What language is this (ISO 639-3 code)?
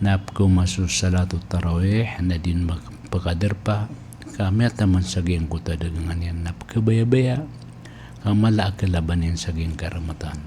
mrw